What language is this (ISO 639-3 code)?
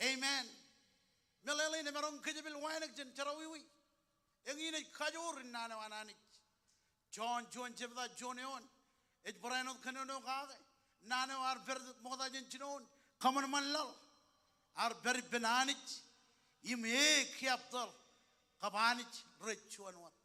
mah